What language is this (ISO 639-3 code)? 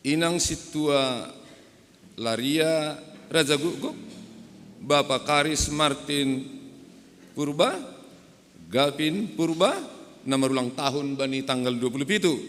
bts